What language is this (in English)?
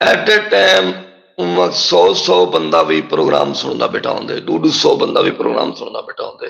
Saraiki